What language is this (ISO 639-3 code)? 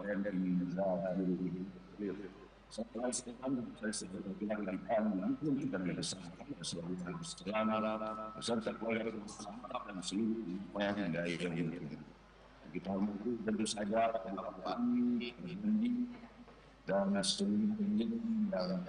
bjn